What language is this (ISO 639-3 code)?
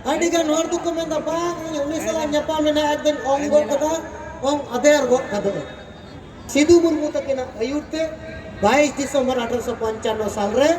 sat